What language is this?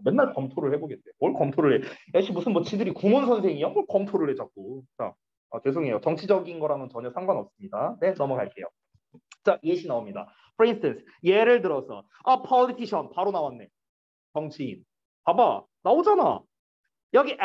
Korean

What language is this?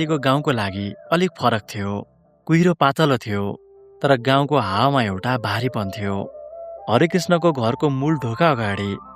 Nepali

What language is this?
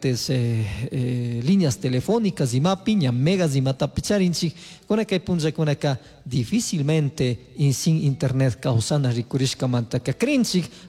Chimborazo Highland Quichua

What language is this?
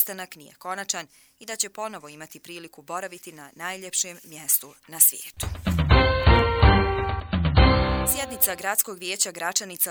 Bosnian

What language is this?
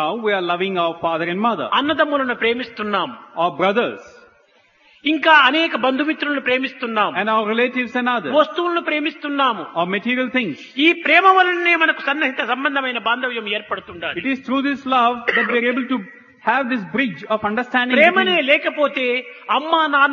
Telugu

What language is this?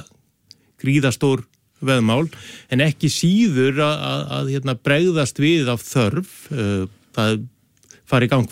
Icelandic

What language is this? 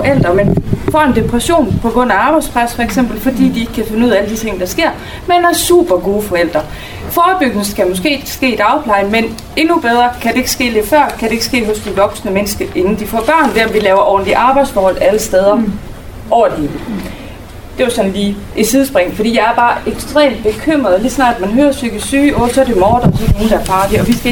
Danish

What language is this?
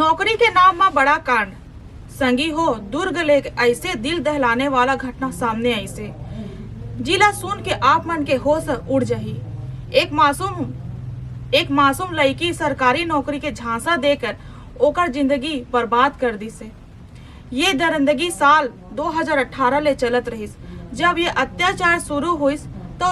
Chhattisgarhi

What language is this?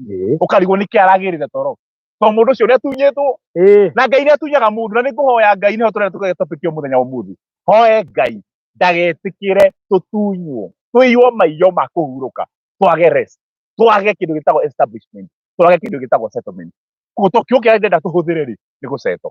Kikuyu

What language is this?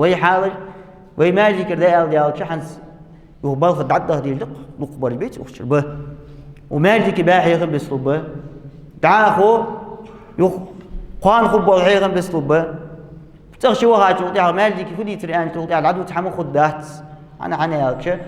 Ingush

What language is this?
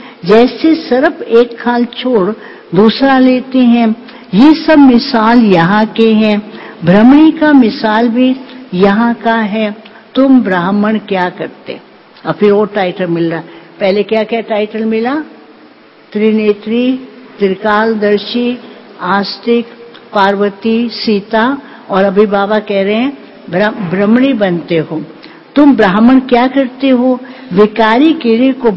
Hindi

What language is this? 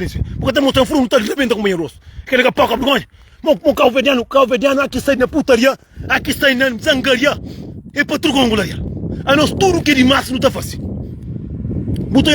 Kabuverdianu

